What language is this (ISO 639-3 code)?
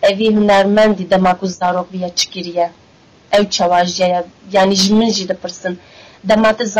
kur